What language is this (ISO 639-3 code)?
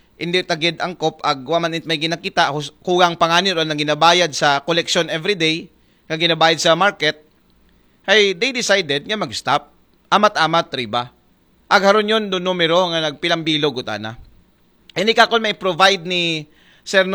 akl